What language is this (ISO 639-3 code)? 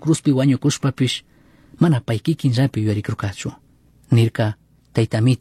qug